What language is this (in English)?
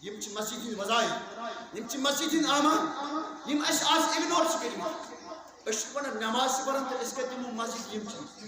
Kashmiri